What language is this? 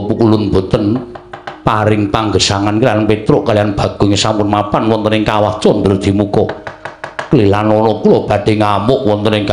Javanese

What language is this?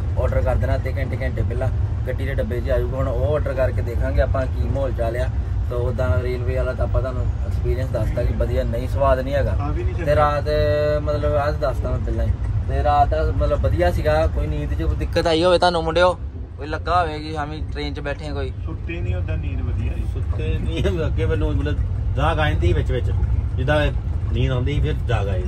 Punjabi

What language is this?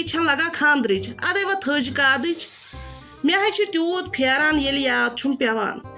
Kashmiri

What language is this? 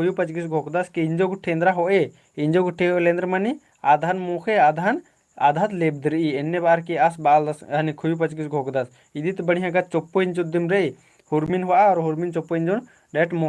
Kurukh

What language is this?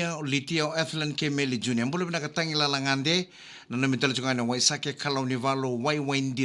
Fijian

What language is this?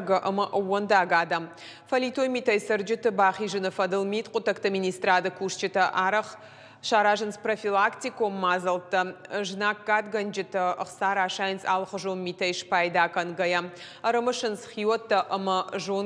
Ossetic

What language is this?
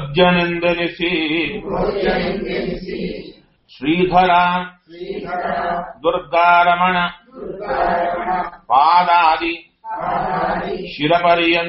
Kannada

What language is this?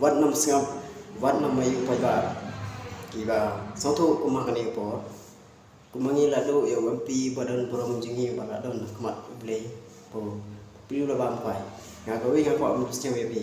Khasi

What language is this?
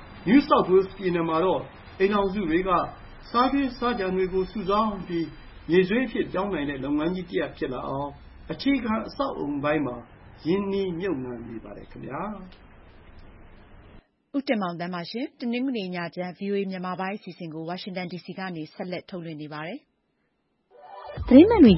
Burmese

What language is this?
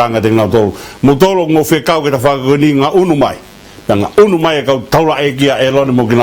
Tongan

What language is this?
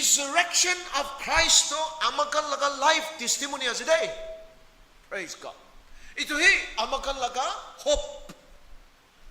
Naga Pidgin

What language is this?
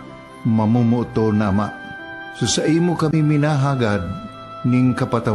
Bikol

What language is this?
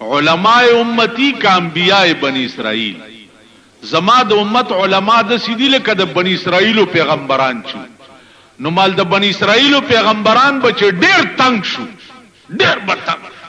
Pashto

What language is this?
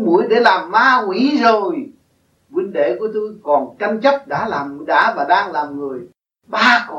Vietnamese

